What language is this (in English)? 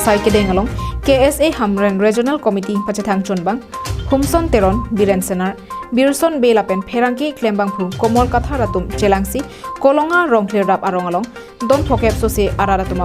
Karbi